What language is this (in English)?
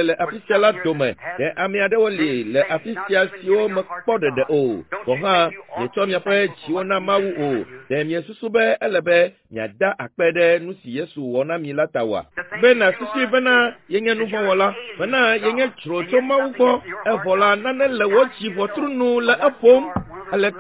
Ewe